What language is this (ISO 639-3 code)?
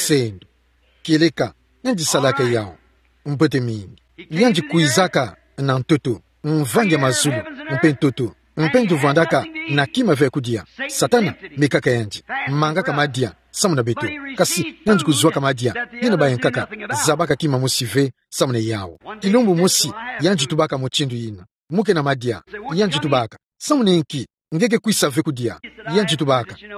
ktu